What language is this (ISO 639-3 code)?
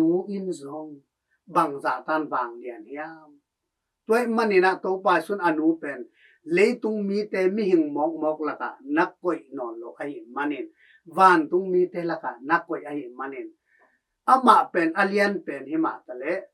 ctd